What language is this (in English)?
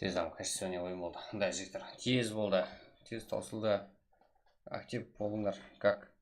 Kara-Kalpak